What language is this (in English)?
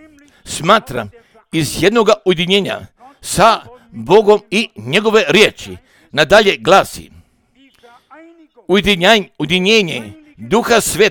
Croatian